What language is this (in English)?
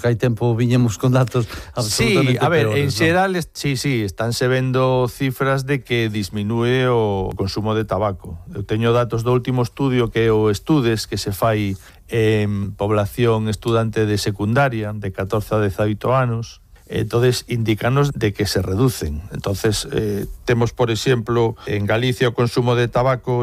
Galician